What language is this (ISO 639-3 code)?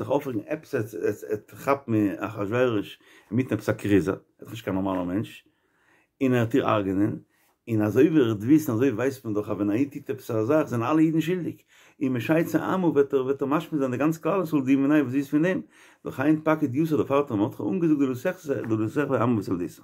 yid